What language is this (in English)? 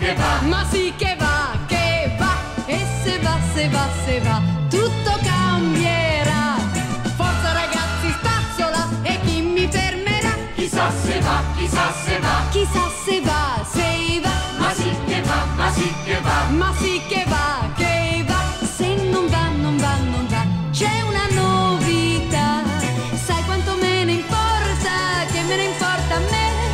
Italian